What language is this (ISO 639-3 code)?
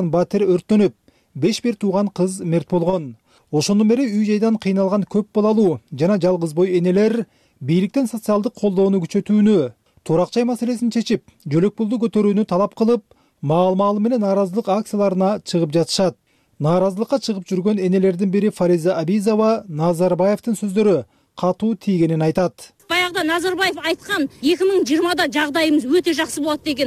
kir